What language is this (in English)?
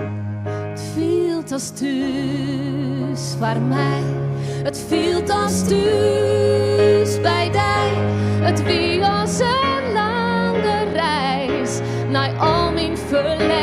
Western Frisian